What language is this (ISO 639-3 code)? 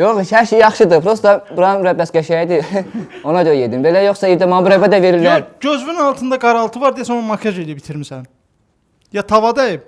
aze